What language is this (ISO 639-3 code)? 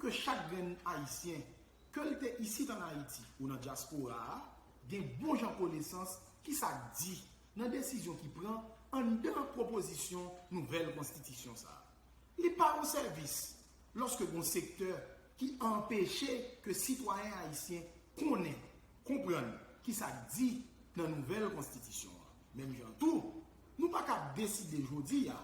hat